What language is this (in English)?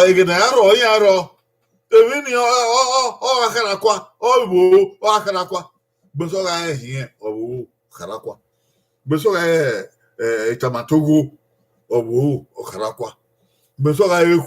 Bini